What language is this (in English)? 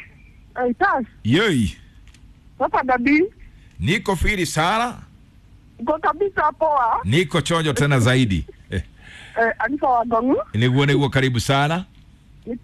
Kikuyu